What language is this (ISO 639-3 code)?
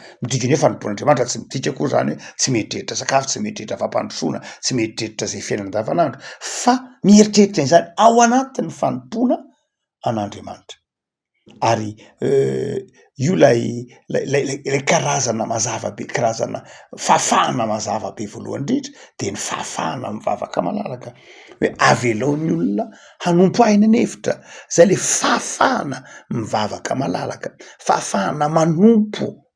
mlg